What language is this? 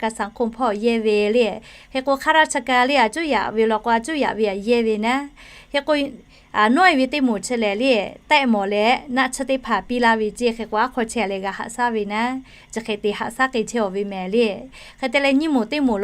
Lahu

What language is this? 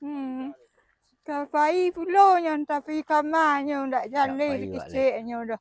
Minangkabau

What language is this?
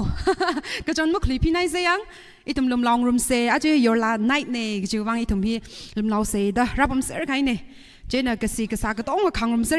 Tangkhul Naga (India)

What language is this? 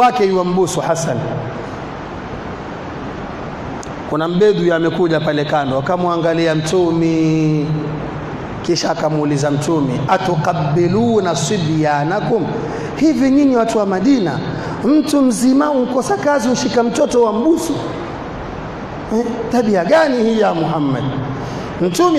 Swahili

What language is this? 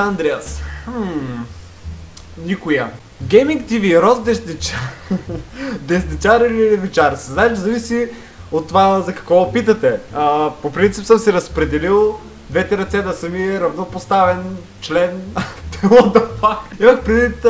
Bulgarian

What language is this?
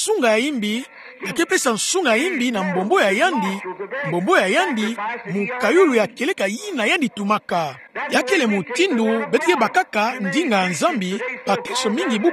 Kituba (Democratic Republic of Congo)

